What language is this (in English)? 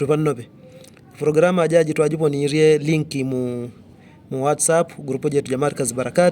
Yao